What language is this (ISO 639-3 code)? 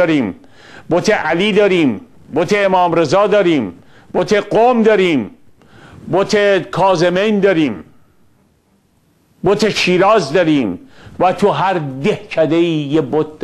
fas